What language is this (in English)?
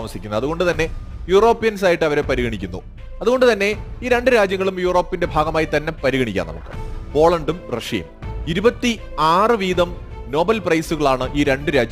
Malayalam